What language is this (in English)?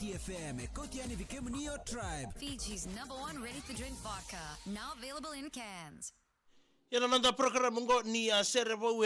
Fijian